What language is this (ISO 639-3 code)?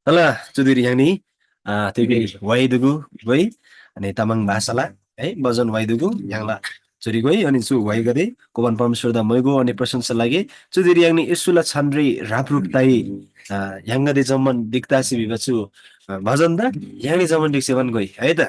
taj